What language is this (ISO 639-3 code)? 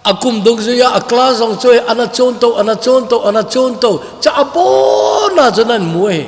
tcz